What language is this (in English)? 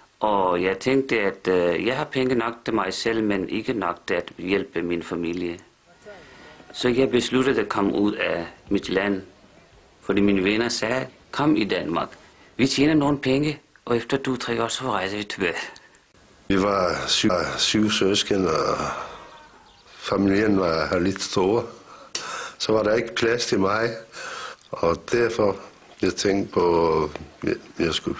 Danish